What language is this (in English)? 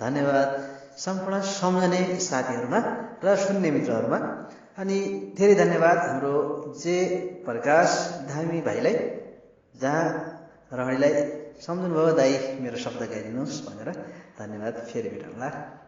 Nepali